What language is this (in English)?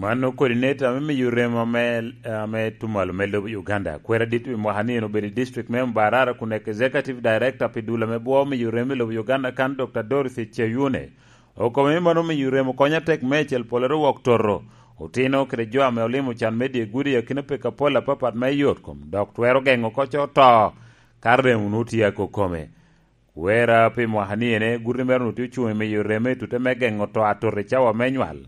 Lango (Uganda)